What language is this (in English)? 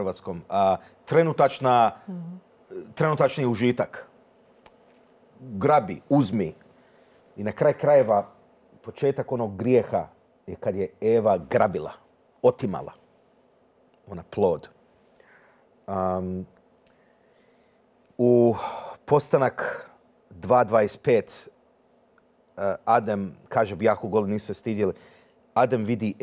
Croatian